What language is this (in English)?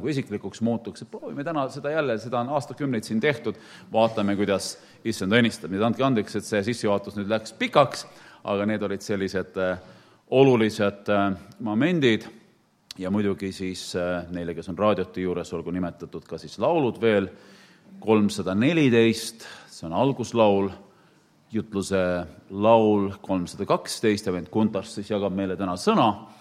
Estonian